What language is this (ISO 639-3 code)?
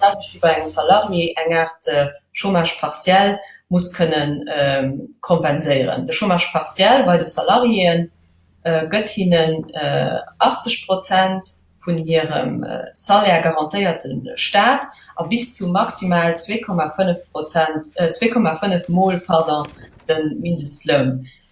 ltz